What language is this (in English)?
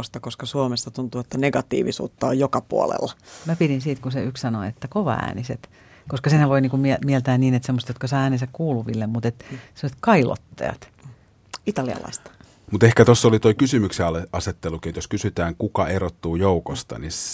Finnish